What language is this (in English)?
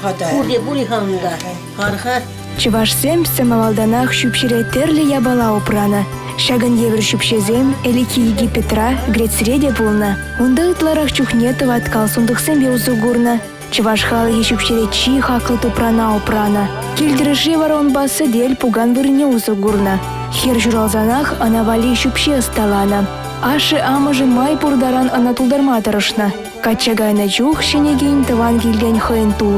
Chuvash